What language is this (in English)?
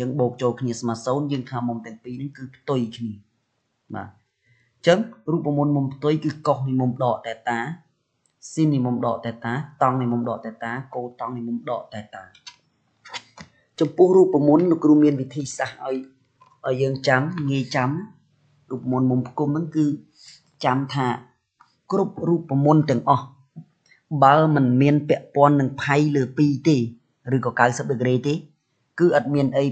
Khmer